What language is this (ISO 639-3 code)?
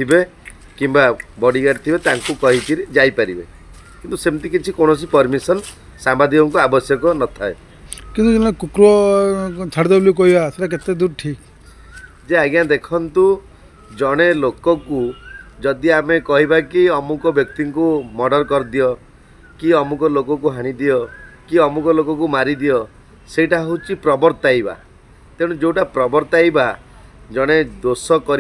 ori